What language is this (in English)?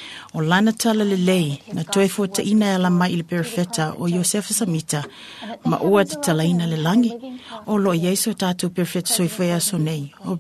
Samoan